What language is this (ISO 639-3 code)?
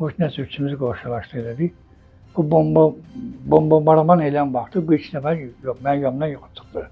aze